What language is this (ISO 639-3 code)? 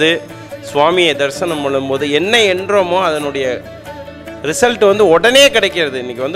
tam